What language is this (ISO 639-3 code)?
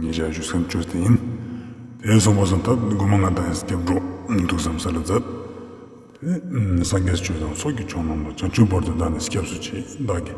lbj